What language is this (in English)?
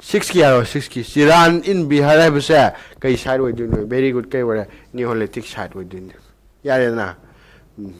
Manipuri